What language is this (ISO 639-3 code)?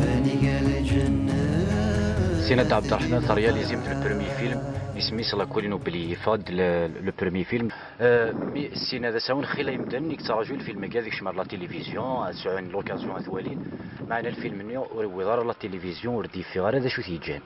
kab